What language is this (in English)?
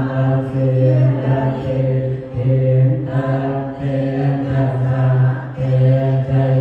Pali